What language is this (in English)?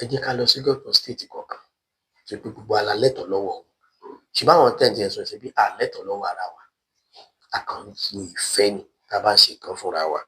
Yoruba